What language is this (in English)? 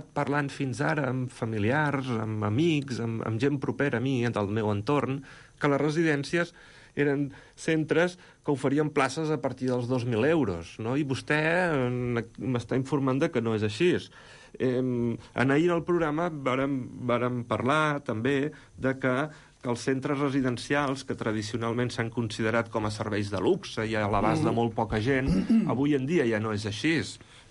Catalan